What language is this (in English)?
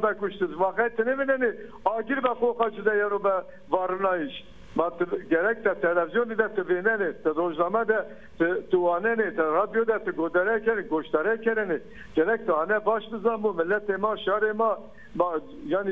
Zaza